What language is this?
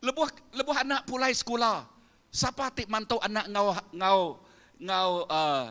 Iban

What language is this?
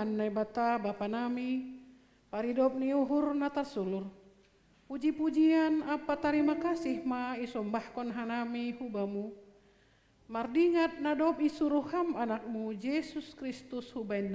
Batak Simalungun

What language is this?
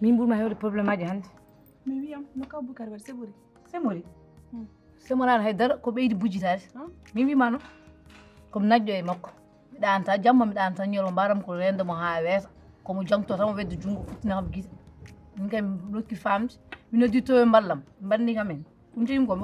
Fula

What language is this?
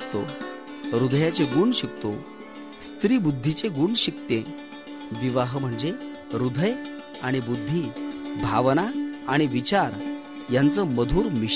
Marathi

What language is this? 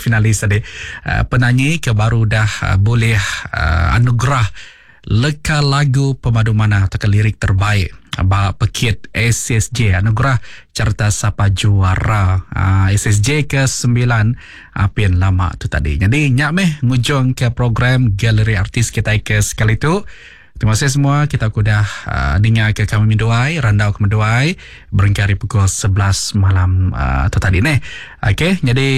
Iban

